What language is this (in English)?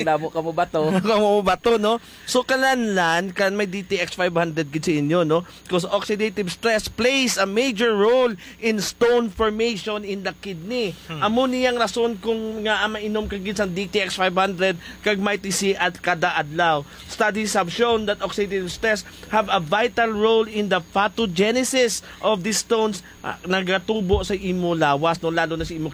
Hiligaynon